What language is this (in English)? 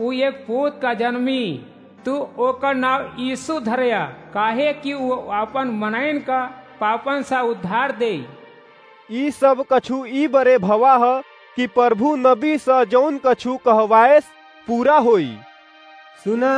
Awadhi